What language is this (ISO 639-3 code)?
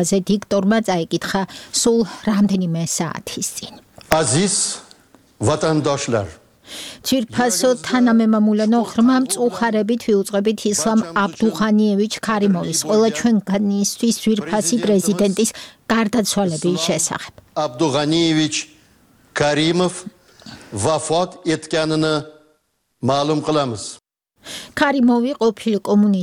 kat